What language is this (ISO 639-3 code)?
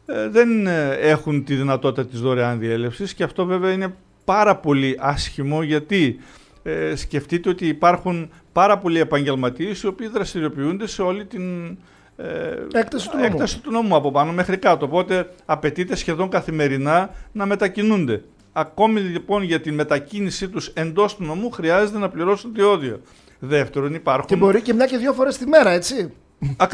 ell